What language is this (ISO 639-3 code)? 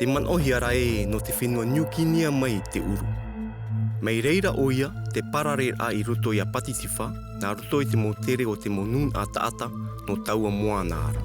tah